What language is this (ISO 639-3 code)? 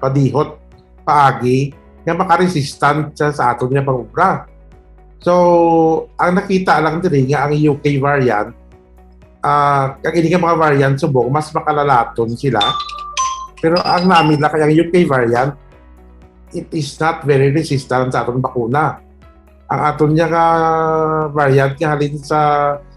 hil